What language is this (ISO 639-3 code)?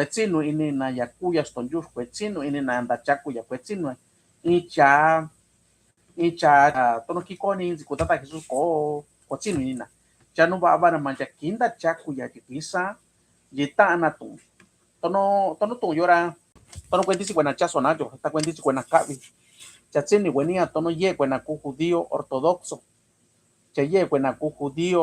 mix